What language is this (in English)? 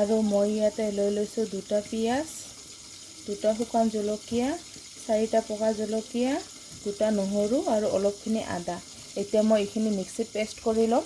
Assamese